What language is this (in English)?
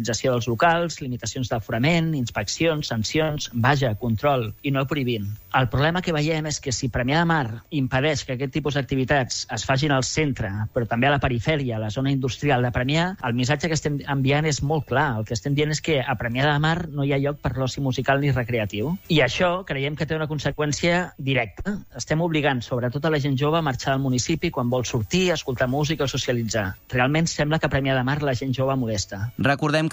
Catalan